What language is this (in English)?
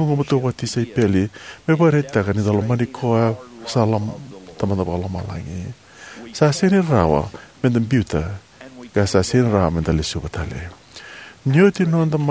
Fijian